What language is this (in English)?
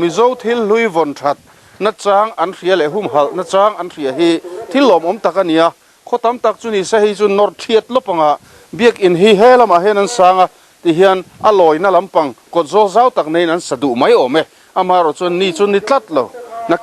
Mizo